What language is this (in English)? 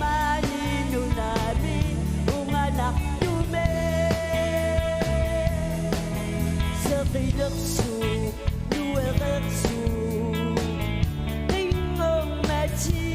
Kalaallisut